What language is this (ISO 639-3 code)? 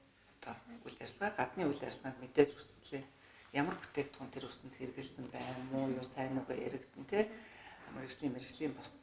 mon